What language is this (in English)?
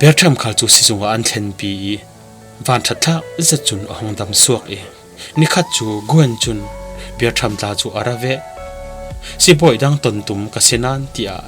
Falam Chin